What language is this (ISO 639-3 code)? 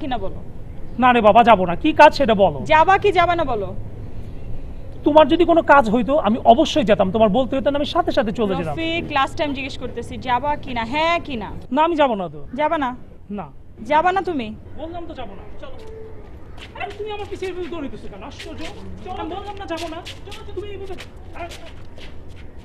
ben